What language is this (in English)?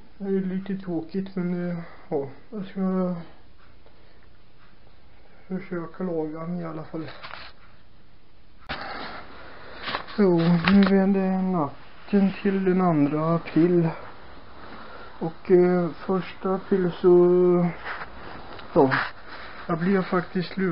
Swedish